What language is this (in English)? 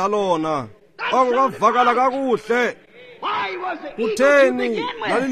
Xhosa